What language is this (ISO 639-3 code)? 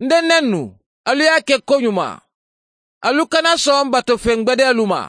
man